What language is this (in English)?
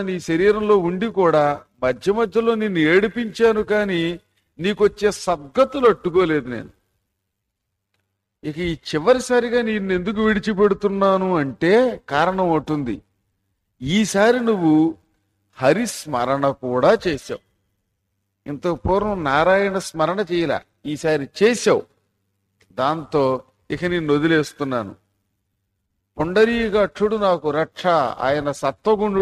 Telugu